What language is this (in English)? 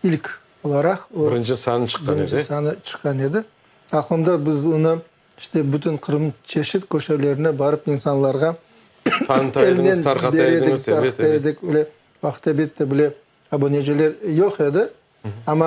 Crimean Tatar